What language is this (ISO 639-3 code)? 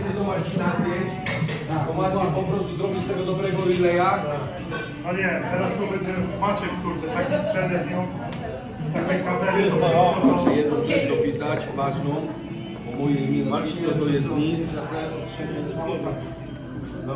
pol